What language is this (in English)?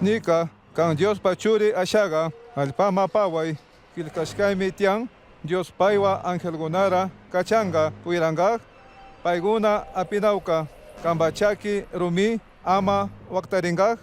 Chimborazo Highland Quichua